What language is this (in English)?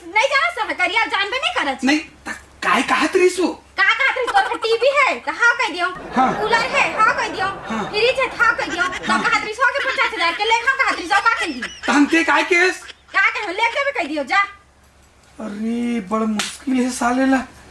Chhattisgarhi